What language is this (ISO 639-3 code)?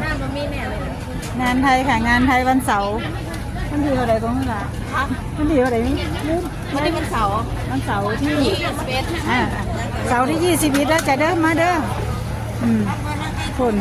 tts